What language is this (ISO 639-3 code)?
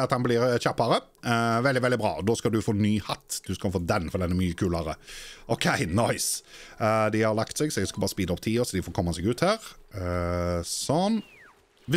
nor